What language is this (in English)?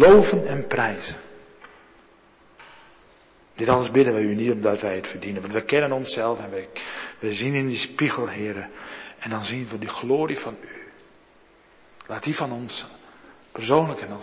Dutch